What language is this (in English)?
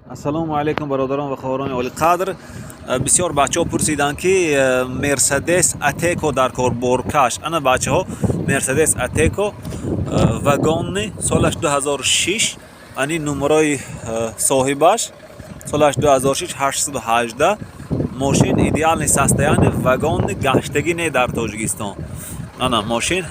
Tajik